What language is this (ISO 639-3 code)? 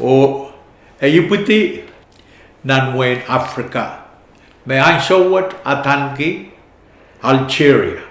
pon